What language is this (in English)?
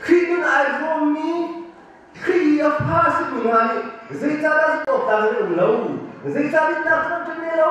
Hakha Chin